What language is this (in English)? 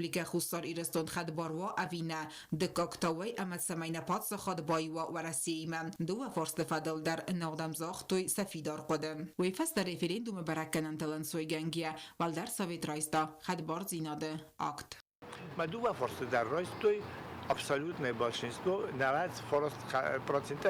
Ossetic